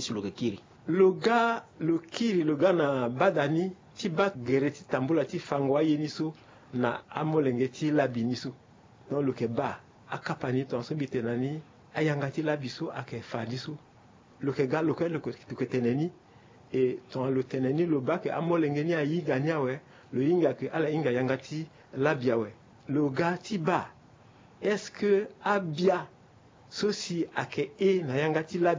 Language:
Sango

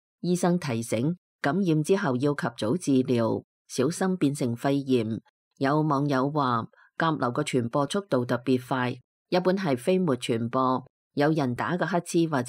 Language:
Cantonese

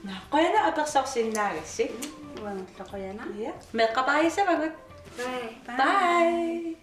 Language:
Kalaallisut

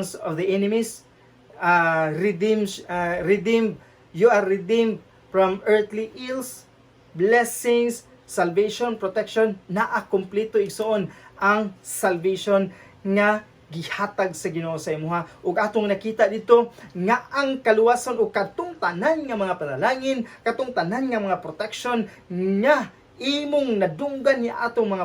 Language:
Cebuano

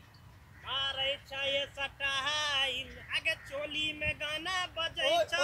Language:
Maithili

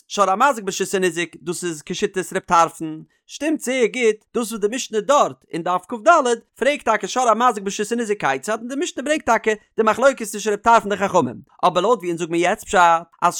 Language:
Yiddish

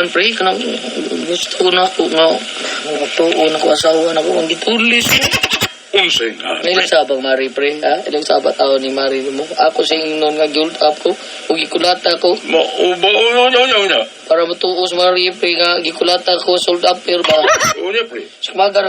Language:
Cebuano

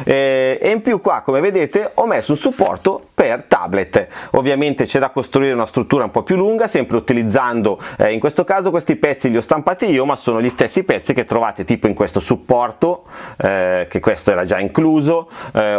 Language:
Italian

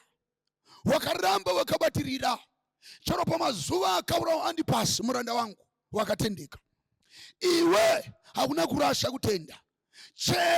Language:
Shona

